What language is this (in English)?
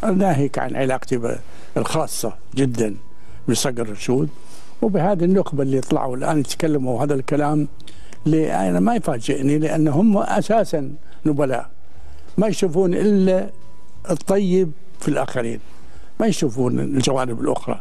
Gulf Arabic